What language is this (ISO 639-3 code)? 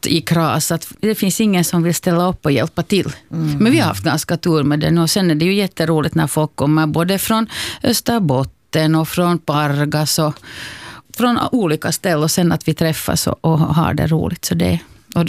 swe